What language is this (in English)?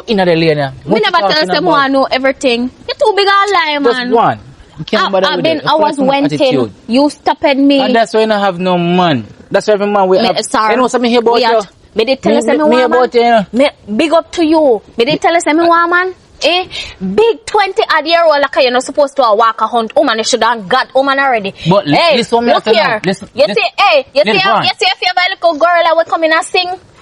Jamaican Creole English